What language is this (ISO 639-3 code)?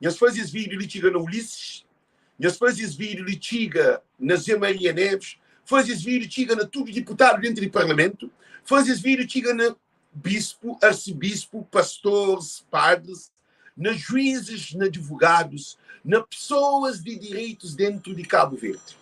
kea